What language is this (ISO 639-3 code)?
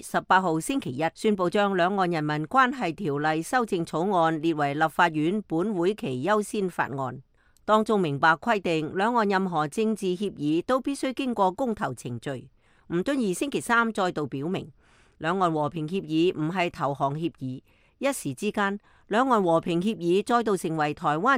yue